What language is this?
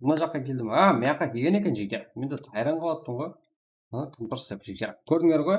Kara-Kalpak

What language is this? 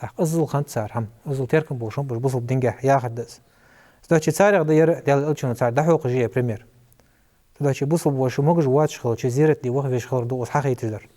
Ingush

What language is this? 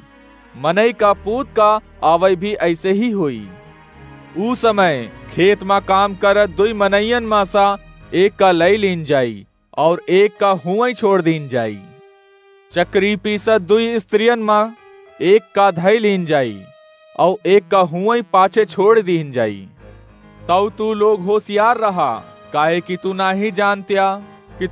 Awadhi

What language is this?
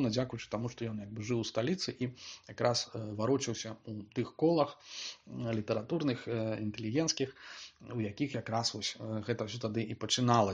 Belarusian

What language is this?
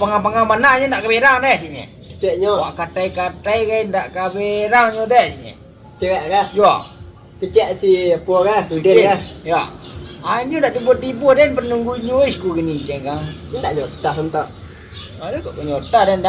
Minangkabau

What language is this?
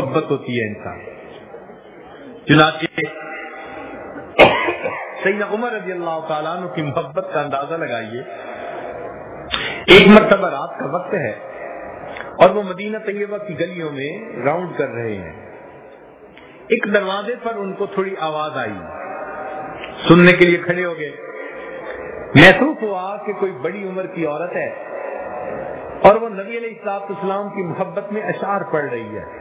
Urdu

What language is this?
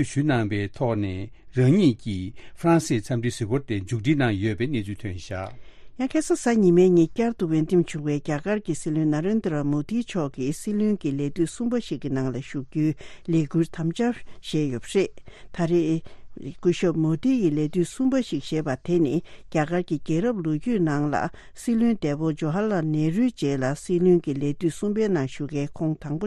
Tibetan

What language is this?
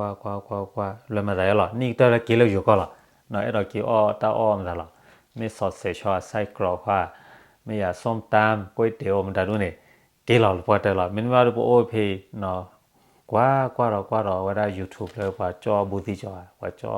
S'gaw Karen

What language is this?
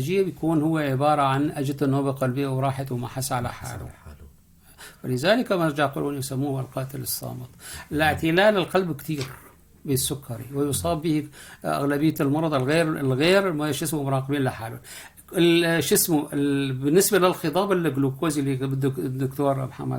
North Levantine Arabic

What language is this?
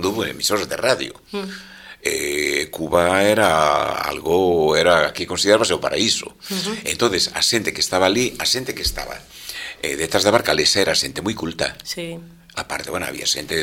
Galician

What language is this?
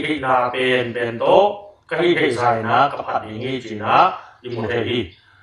Tedim Chin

